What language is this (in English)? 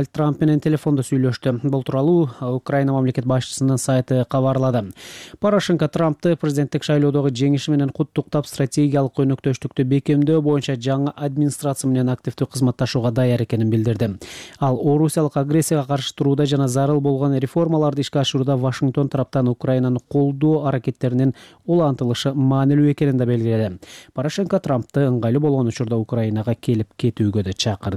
Kyrgyz